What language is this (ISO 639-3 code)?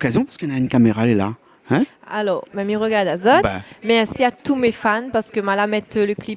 rcf